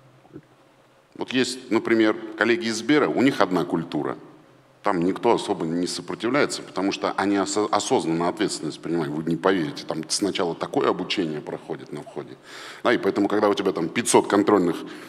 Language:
Russian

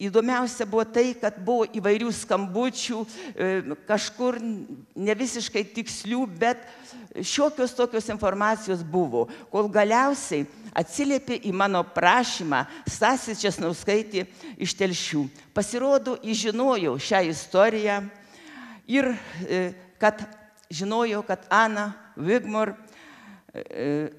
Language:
Lithuanian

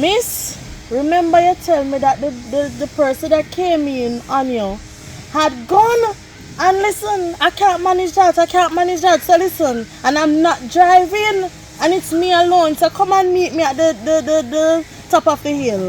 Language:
Jamaican Creole English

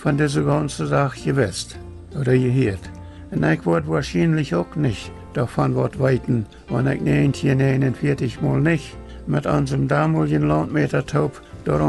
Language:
Plautdietsch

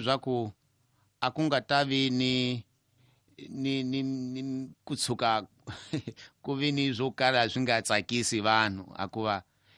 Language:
Tsonga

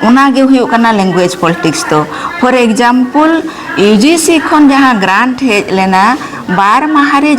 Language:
Santali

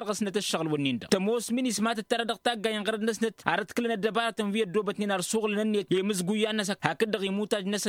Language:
Tamasheq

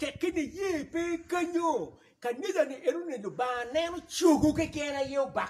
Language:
Acoli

